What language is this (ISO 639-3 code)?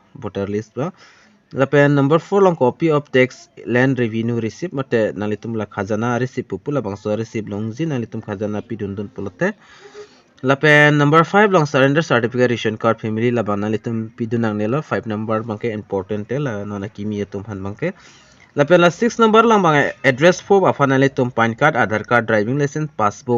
mjw